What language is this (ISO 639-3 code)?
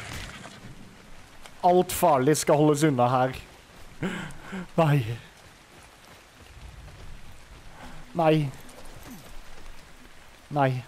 nor